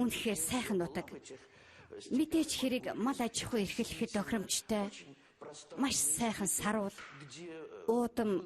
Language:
Mongolian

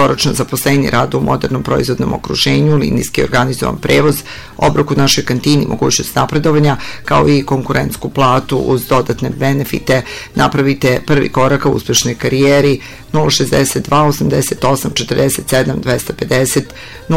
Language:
Serbian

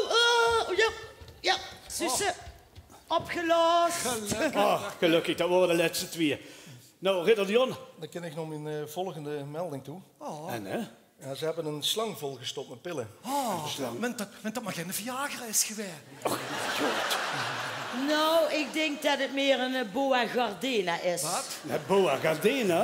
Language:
Limburgish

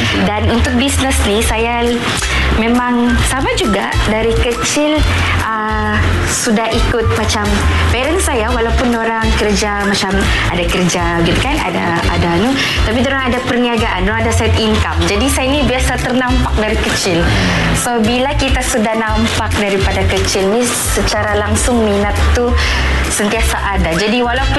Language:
Malay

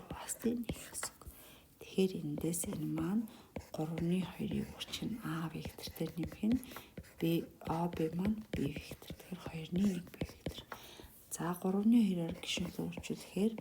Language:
Mongolian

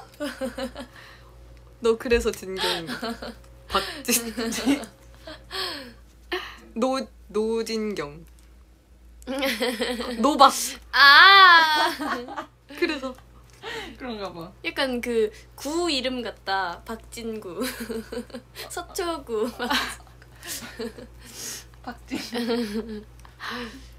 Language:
Korean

